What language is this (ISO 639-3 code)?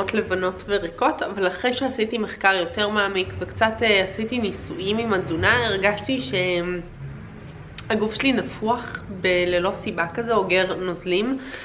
heb